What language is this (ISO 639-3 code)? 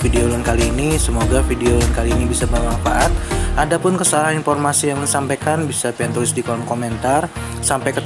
bjn